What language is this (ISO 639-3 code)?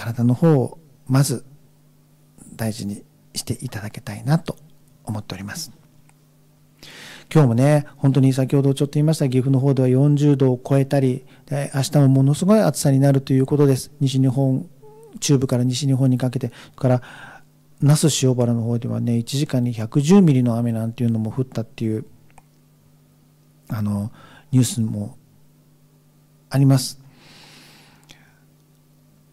jpn